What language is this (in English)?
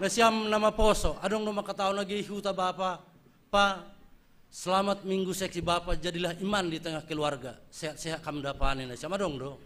Batak Simalungun